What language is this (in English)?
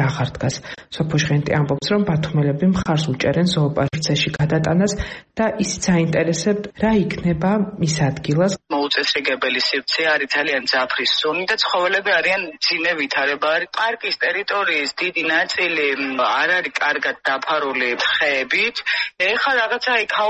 Georgian